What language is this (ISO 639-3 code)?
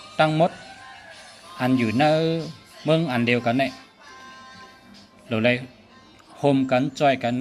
shn